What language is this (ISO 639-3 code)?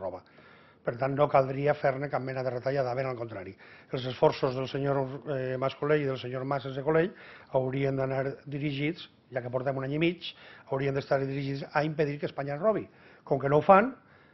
cat